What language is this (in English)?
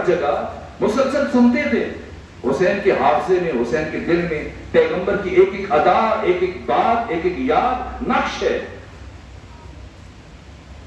Urdu